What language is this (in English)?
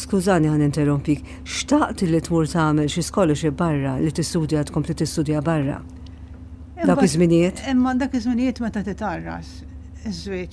Maltese